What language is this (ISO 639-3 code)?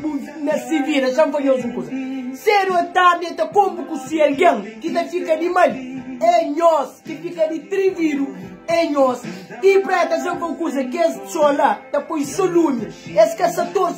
kea